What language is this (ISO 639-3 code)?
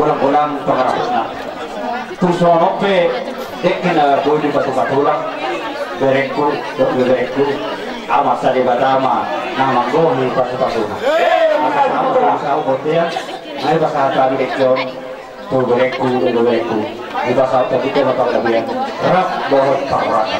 bbc